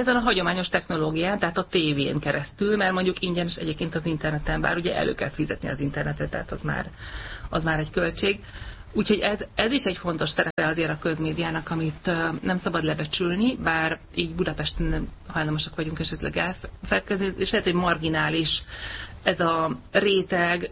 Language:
Hungarian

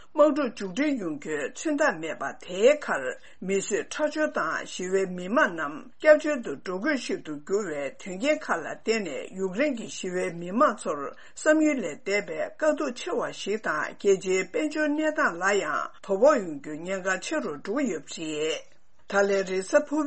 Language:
Tibetan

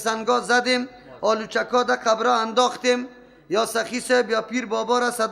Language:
Persian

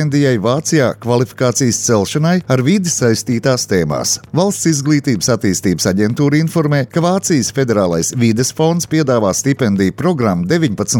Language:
Latvian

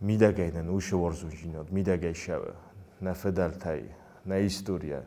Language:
Ossetic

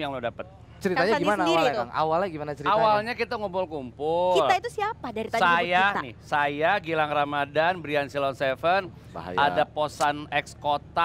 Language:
Indonesian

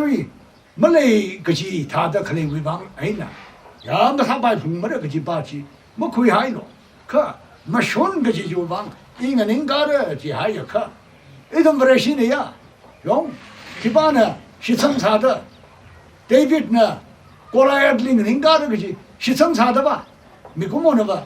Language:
Tangkhul Naga (India)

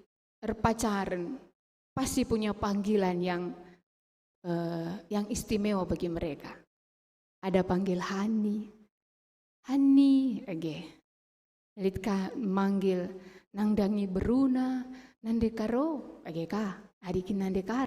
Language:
Batak Karo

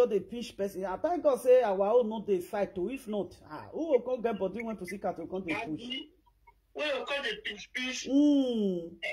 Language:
Nigerian Pidgin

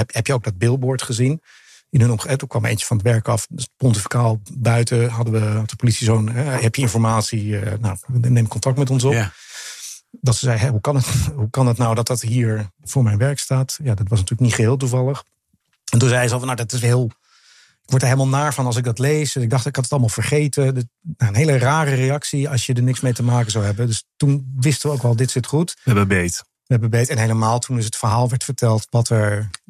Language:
Dutch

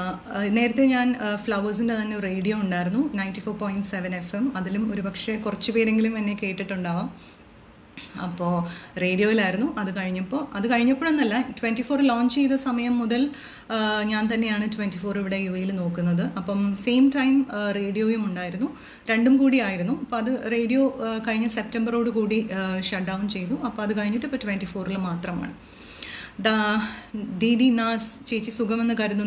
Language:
Malayalam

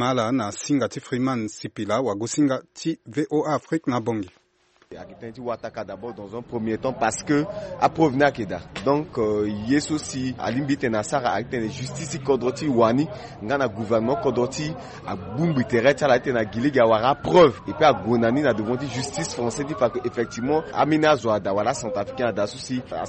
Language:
Sango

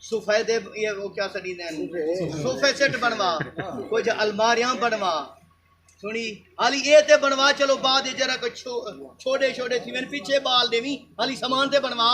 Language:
Saraiki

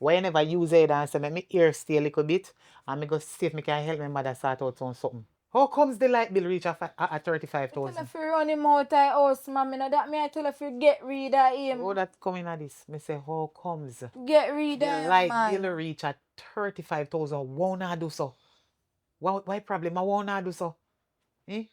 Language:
Jamaican Creole English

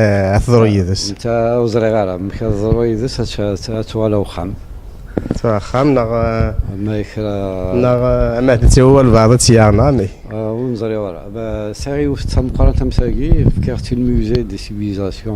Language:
Kabyle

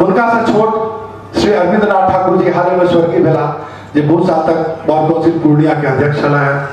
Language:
Maithili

